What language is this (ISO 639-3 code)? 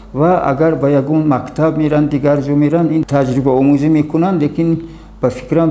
tgk